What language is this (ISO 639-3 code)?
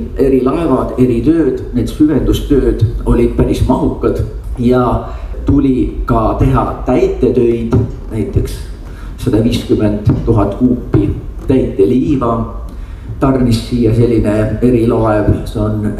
est